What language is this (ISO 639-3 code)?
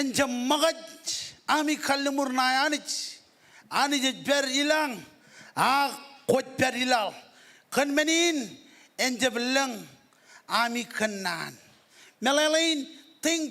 mah